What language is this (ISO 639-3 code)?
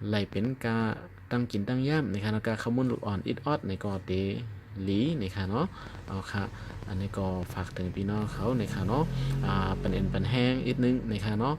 shn